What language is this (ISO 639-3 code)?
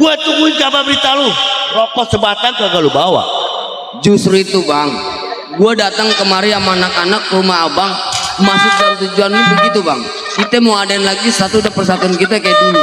bew